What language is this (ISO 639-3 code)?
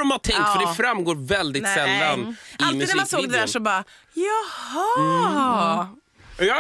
swe